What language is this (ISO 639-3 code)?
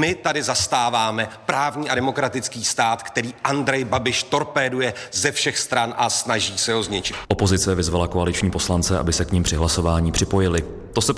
ces